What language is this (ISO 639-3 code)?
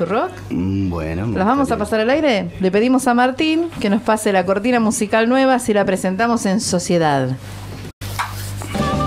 spa